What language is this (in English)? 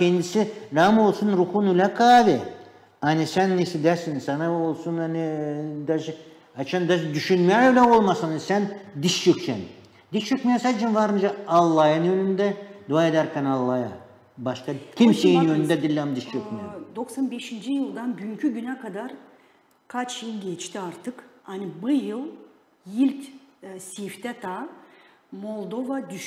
Gagauz